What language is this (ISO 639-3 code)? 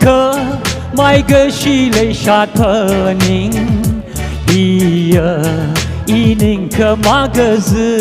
nmf